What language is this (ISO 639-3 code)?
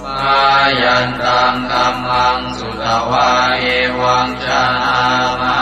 pli